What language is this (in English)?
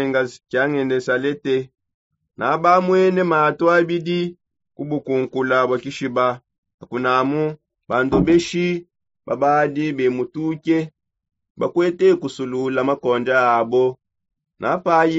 Songe